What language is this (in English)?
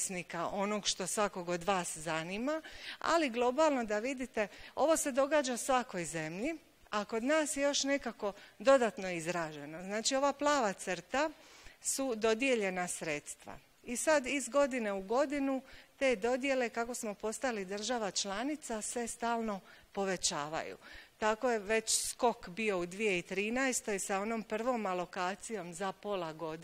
Croatian